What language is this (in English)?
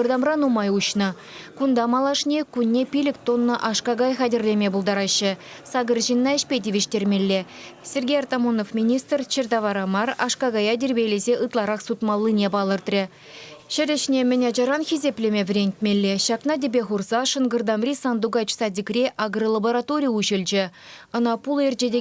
Chuvash